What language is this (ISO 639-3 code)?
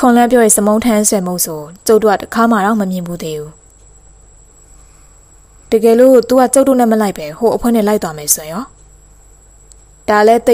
mya